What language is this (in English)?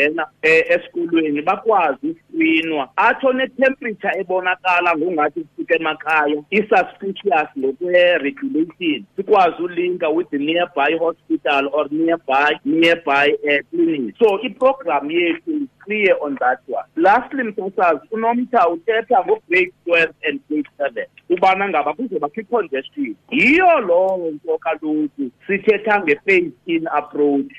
Xhosa